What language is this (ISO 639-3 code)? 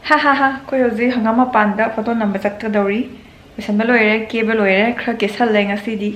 mni